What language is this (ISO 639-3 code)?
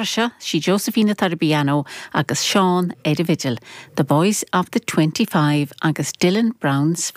gle